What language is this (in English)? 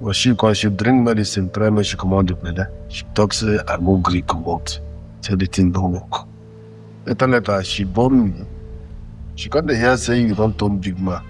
Nigerian Pidgin